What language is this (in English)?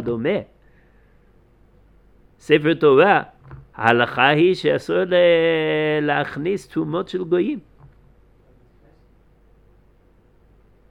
Hebrew